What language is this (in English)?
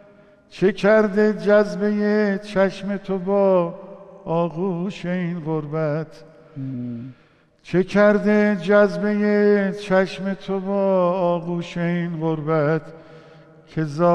Persian